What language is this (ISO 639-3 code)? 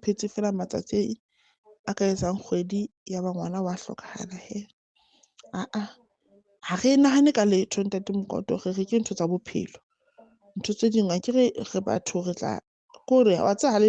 sot